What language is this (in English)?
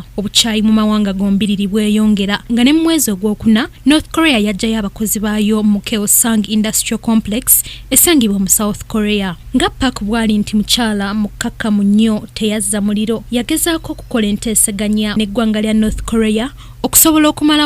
Ganda